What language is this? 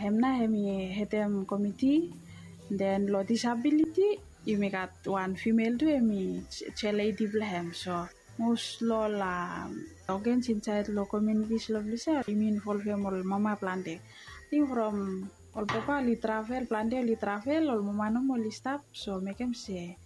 Bislama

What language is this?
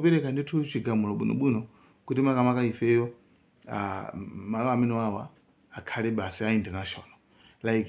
Nyanja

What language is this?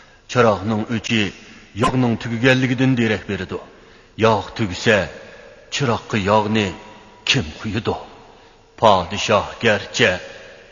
Uyghur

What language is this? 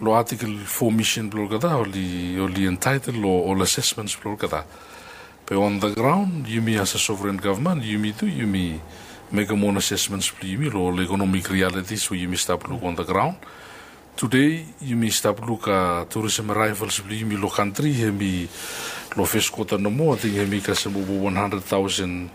Bislama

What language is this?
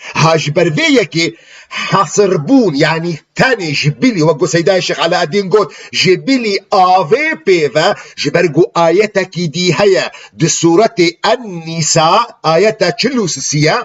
Kurdish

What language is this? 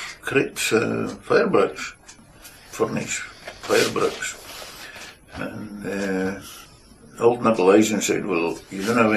Scots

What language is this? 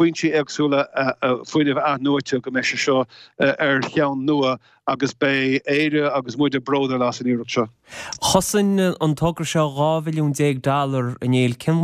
Irish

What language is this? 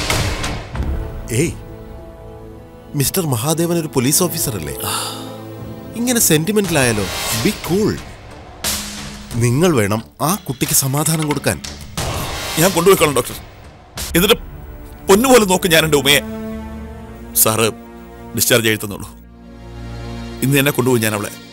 Malayalam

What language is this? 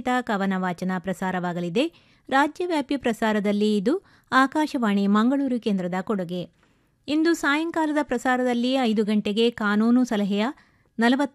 Kannada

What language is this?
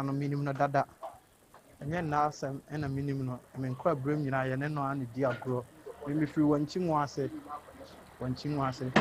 Akan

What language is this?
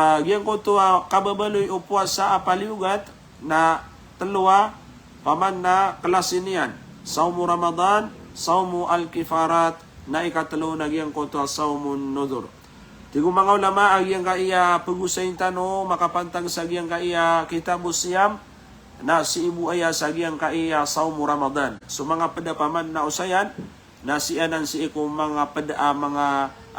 Maranao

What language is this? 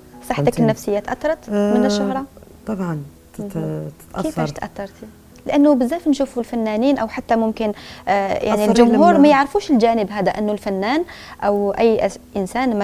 Algerian Arabic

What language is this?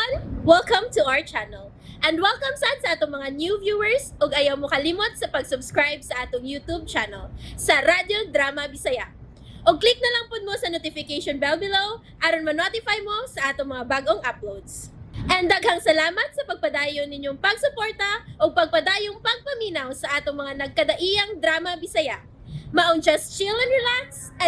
Cebuano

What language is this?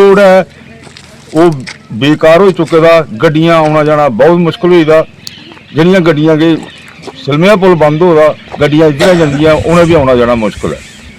Dogri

